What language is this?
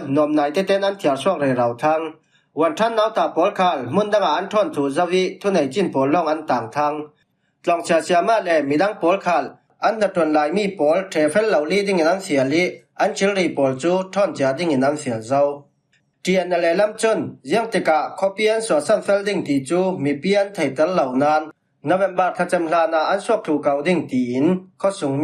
Falam Chin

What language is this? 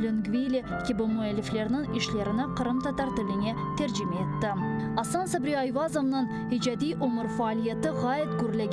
Crimean Tatar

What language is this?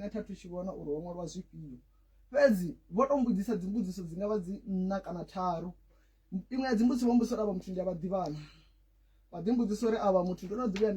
Venda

